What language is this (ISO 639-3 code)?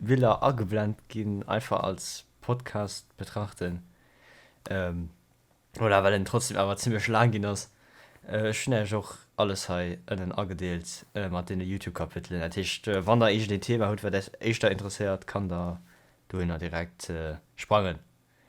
ltz